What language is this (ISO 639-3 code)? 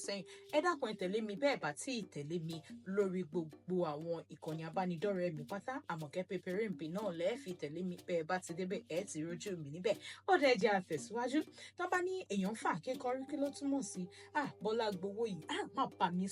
yor